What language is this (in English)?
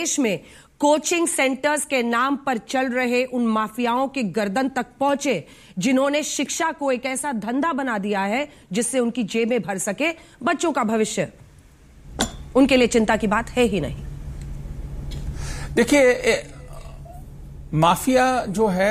Hindi